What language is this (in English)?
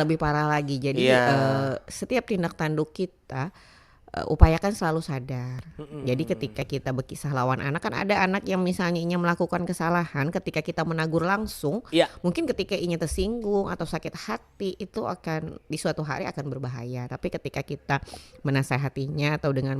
Banjar